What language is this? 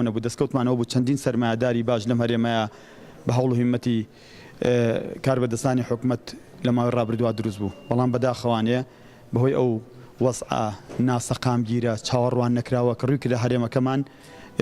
Central Kurdish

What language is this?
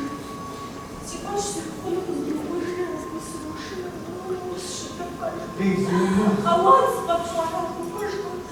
Kabardian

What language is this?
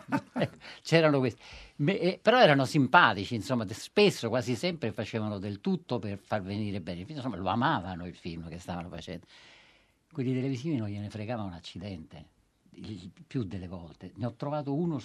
Italian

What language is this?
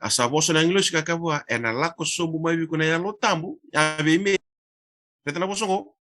Fijian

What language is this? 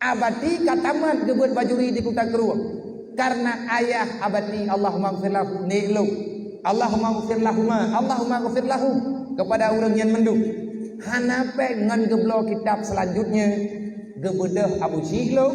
Achinese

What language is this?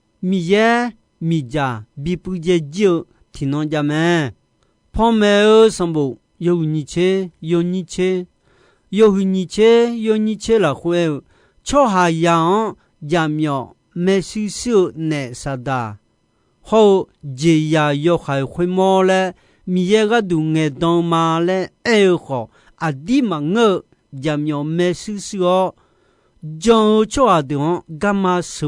Akha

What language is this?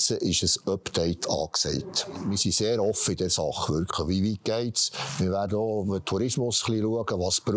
Swiss German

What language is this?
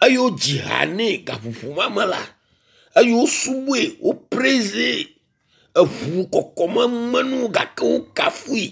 Ewe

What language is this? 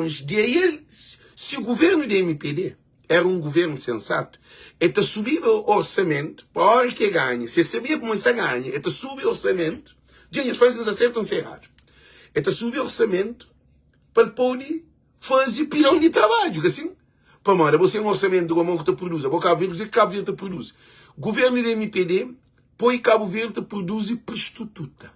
Kabuverdianu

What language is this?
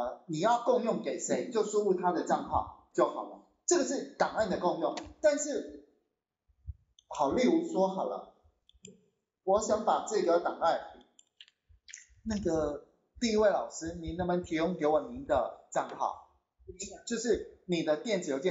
Chinese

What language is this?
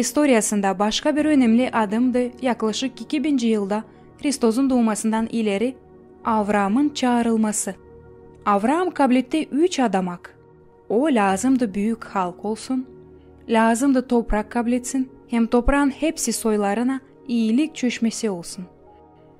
Gagauz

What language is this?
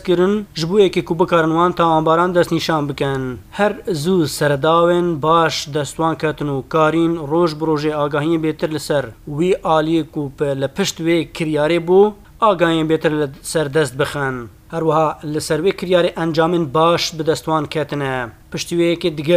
Kurdish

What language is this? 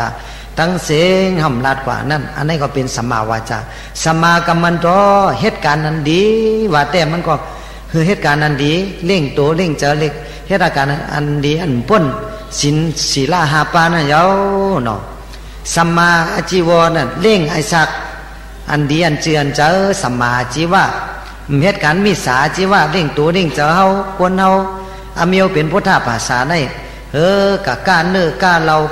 Shan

